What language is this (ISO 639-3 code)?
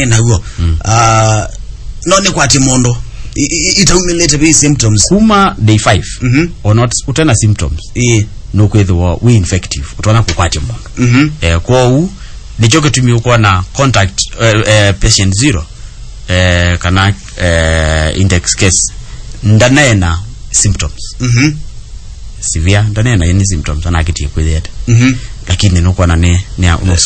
kam